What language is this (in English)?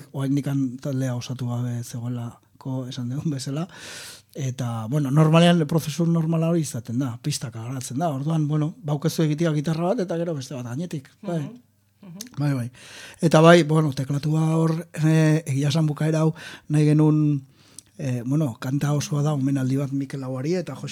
Basque